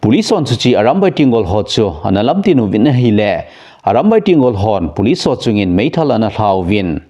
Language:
Thado Chin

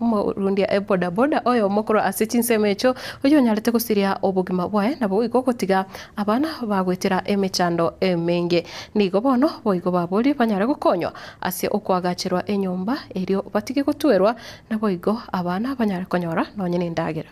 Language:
Gusii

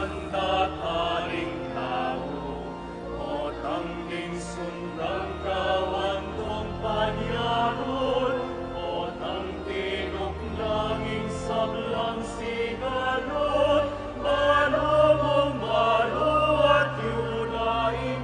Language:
Pampanga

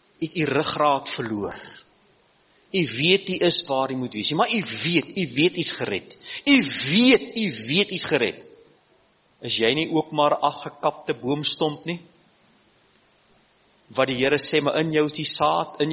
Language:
Afrikaans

